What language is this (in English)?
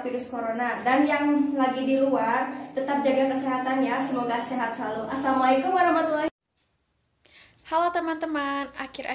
Indonesian